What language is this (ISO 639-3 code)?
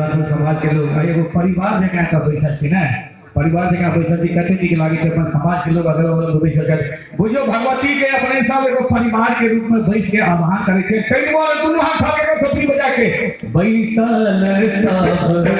mai